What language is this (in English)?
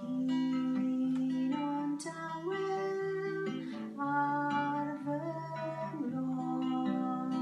Welsh